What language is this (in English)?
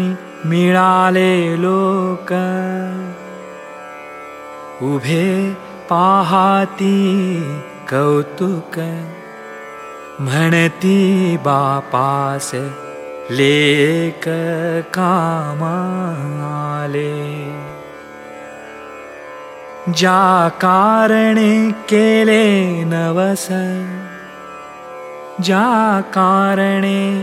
Marathi